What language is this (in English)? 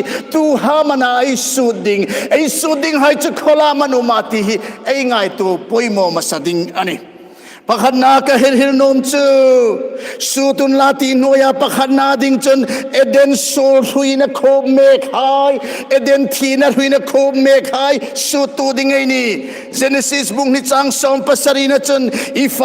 Hmar